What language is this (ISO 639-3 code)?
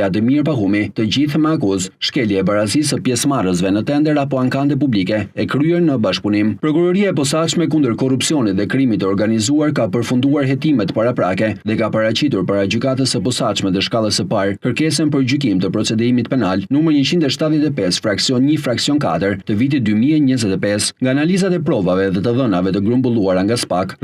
sqi